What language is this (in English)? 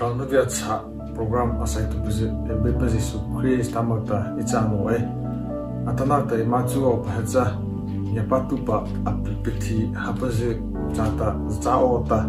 Mara Chin